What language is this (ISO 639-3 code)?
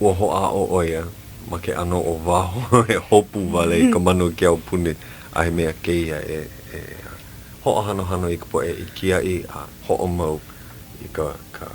haw